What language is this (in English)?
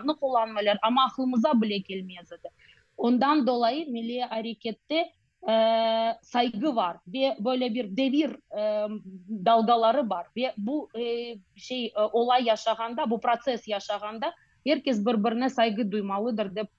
Crimean Tatar